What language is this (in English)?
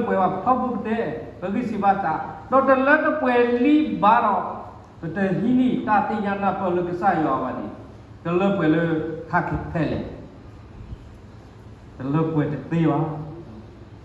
S'gaw Karen